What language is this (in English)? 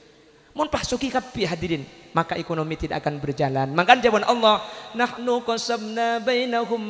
Madurese